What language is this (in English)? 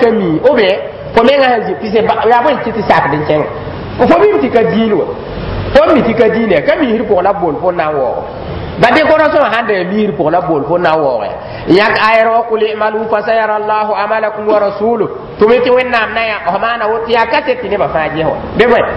Mossi